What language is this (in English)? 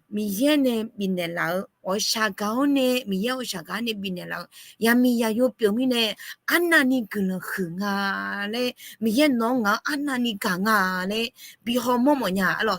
Akha